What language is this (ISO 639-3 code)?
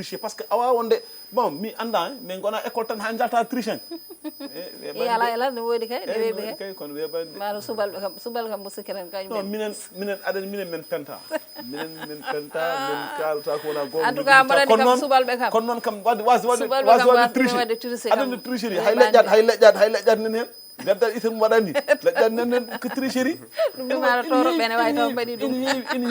ful